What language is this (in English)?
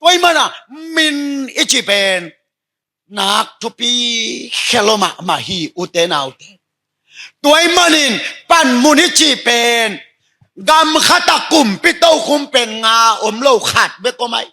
Tedim Chin